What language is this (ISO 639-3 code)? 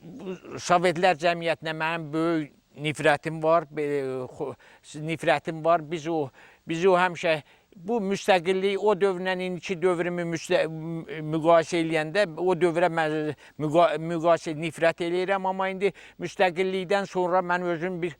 aze